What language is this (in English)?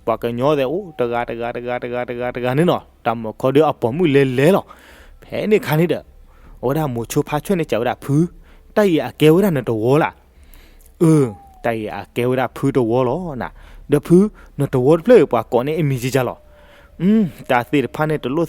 S'gaw Karen